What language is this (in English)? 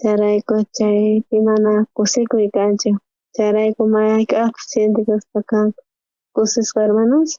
South Bolivian Quechua